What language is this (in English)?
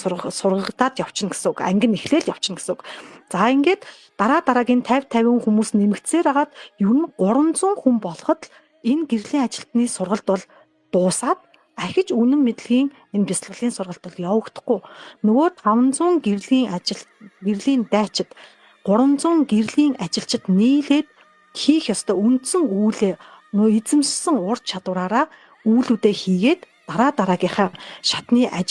Mongolian